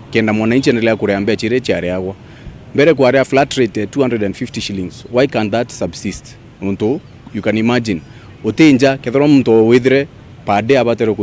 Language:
Meru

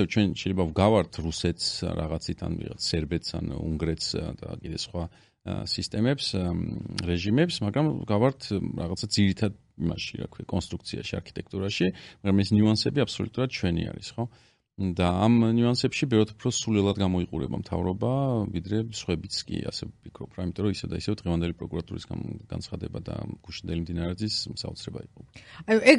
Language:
Georgian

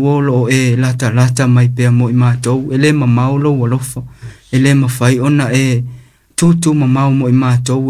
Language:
Samoan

